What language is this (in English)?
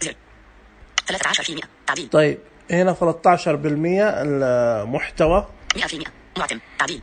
Najdi Arabic